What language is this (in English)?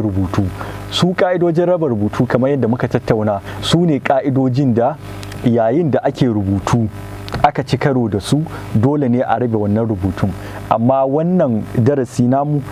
Hausa